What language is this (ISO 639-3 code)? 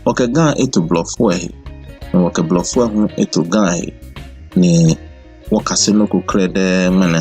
gaa